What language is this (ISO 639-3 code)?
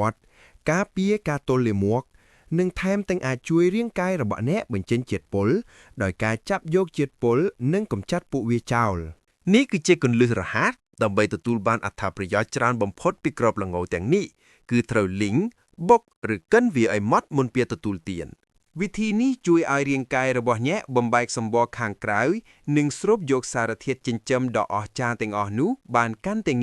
khm